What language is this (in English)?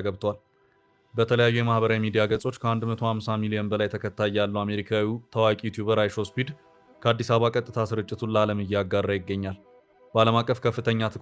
Amharic